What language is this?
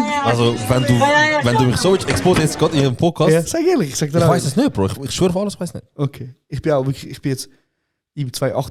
Swiss German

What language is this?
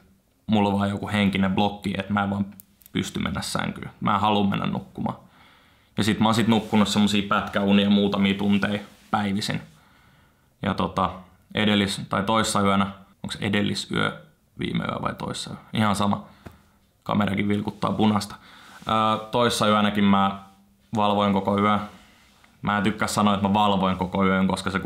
Finnish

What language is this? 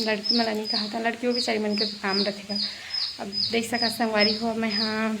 Chhattisgarhi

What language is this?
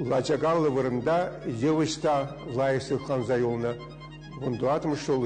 Chuvash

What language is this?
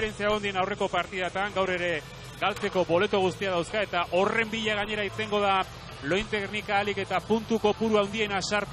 Basque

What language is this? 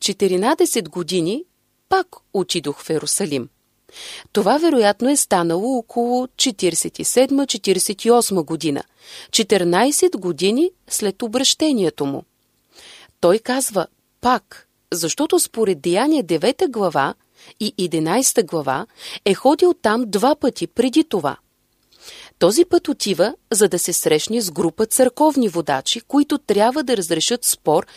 Bulgarian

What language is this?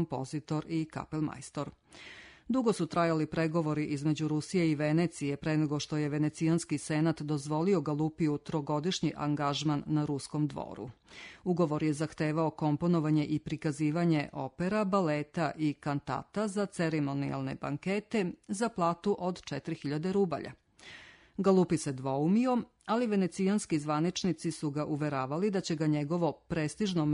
Serbian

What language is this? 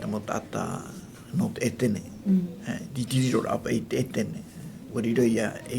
Tahitian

